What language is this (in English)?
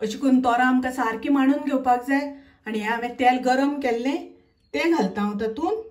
Konkani